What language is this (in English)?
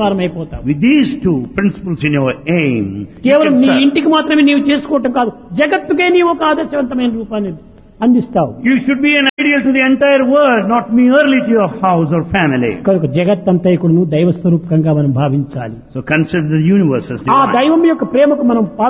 Telugu